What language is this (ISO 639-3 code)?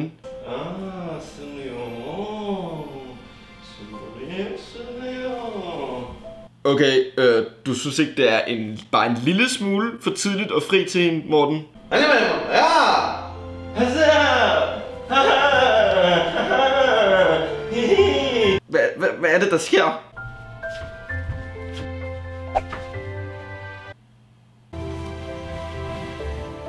dan